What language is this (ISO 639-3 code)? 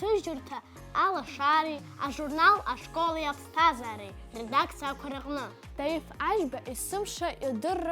abk